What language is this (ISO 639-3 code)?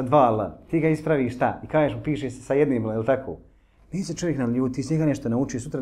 bos